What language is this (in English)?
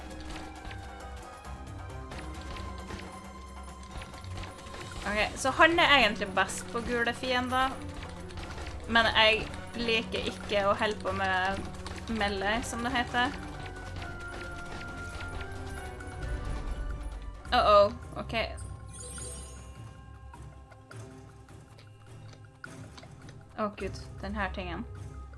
Norwegian